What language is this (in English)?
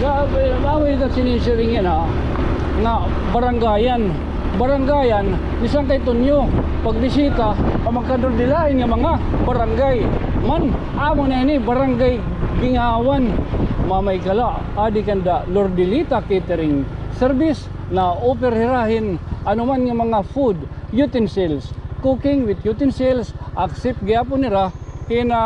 Waray